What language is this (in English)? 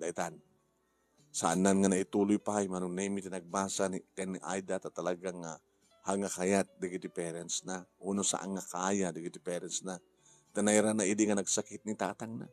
Iloko